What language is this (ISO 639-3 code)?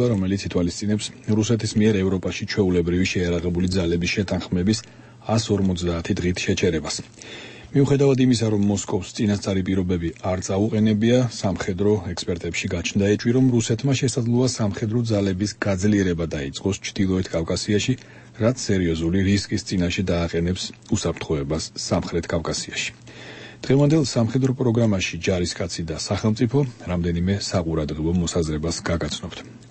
kat